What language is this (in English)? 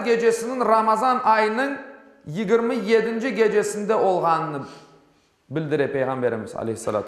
Crimean Tatar